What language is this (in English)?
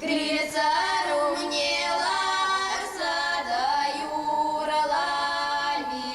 Chuvash